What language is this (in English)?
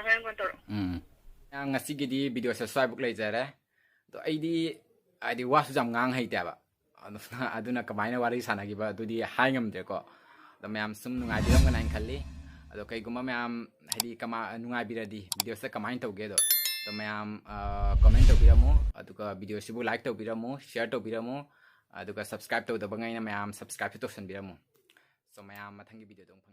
Manipuri